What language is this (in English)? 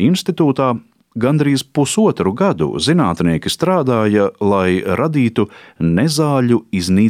Latvian